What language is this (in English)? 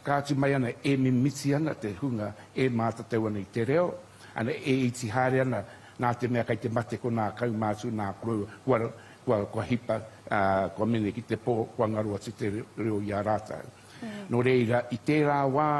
Māori